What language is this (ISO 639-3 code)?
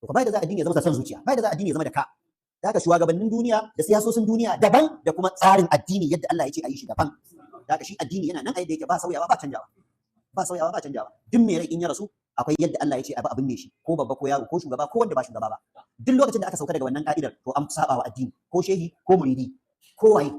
hau